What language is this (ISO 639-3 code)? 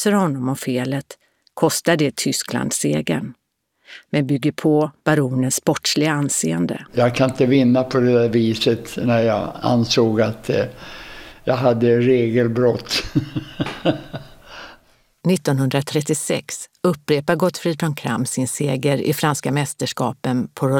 swe